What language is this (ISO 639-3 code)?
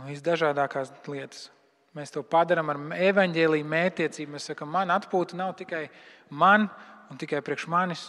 lav